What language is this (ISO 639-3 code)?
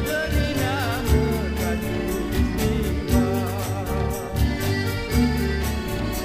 ind